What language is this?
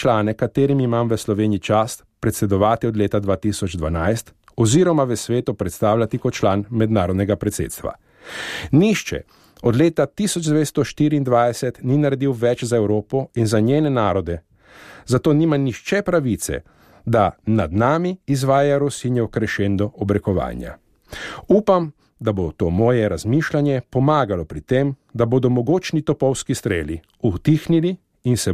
Slovenian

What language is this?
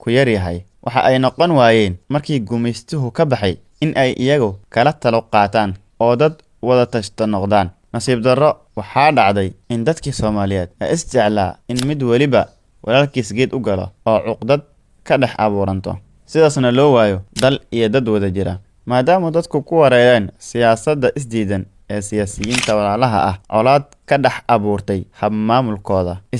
Somali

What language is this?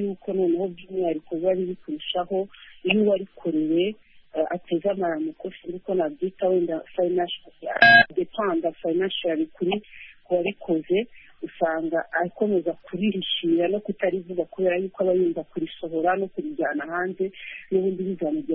Kinyarwanda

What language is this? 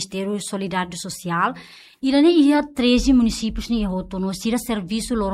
Tetum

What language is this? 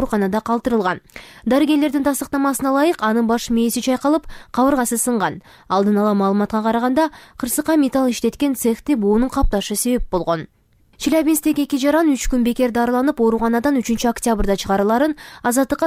Kyrgyz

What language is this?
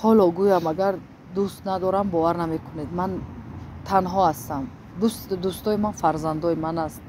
Tajik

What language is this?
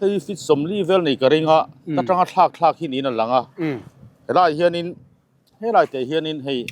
Mizo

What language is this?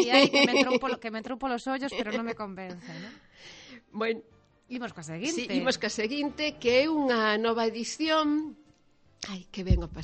Galician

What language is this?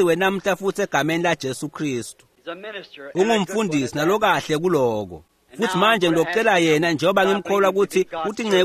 Swati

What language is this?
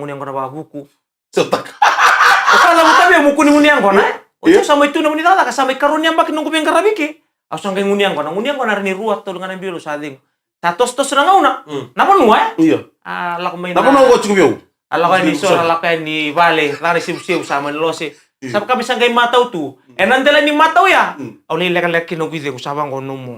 Fijian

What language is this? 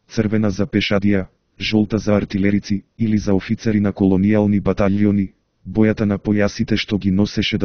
Macedonian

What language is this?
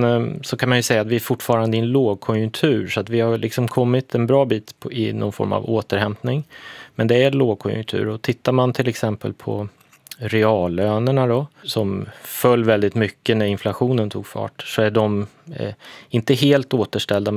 Swedish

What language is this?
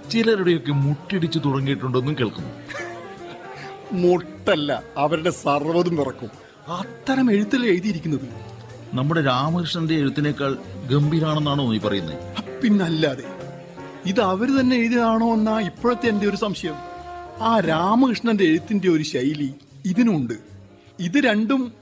Malayalam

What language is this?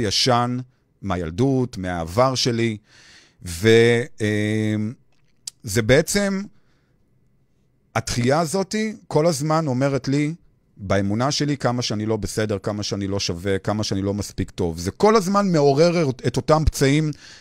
Hebrew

